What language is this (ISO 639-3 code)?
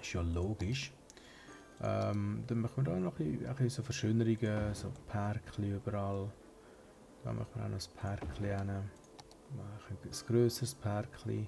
gsw